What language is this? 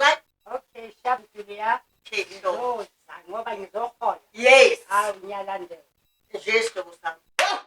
Zulu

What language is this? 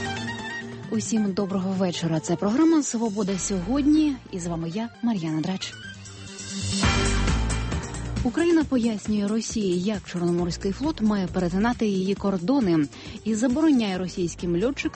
Ukrainian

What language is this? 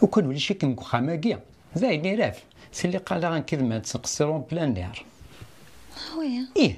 Kabyle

